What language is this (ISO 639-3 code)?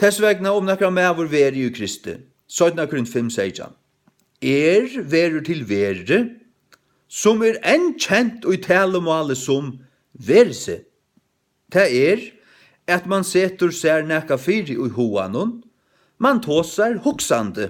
fao